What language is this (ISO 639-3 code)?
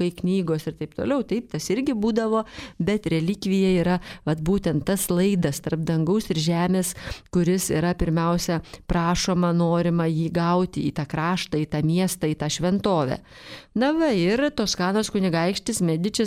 lit